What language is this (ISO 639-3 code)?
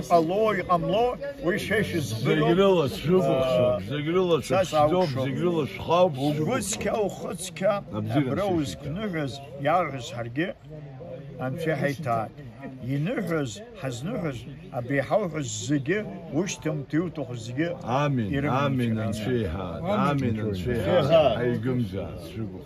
abk